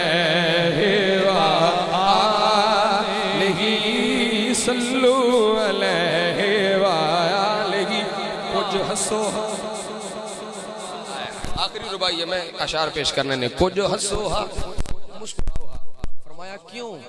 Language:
Urdu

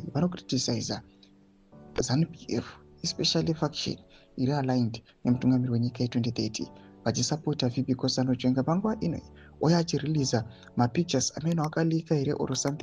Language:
Shona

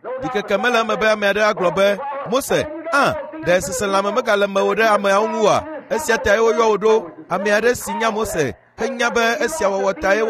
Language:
Ewe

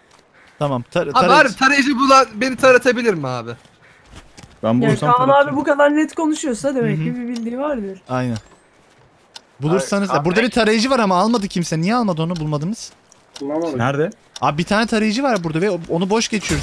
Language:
Turkish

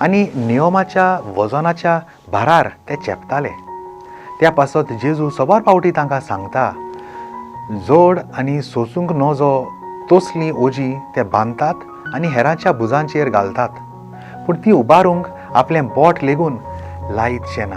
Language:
Konkani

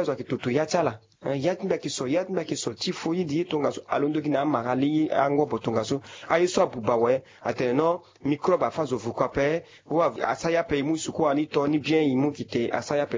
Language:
Sango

